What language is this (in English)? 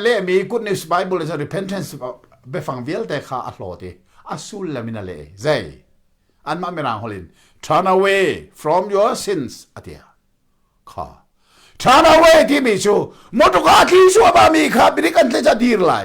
Hakha Chin